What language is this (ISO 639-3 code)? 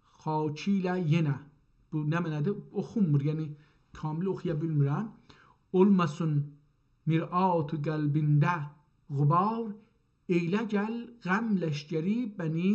azb